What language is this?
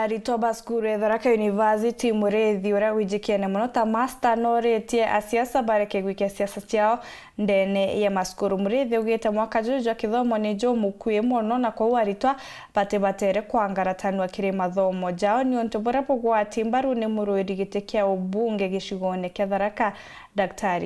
Meru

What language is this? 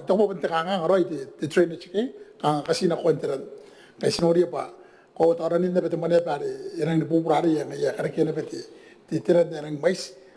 Gilbertese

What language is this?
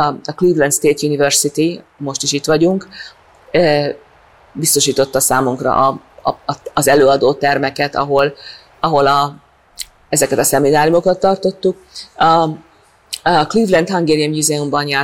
Hungarian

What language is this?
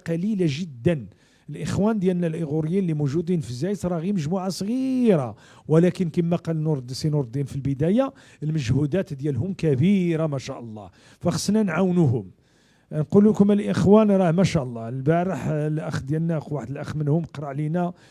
Moroccan Arabic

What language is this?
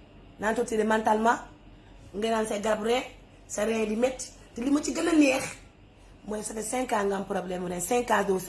Wolof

